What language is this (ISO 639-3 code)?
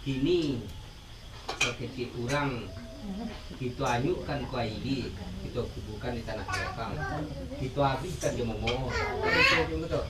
min